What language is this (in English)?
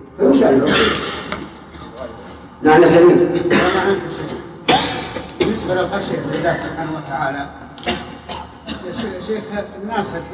Arabic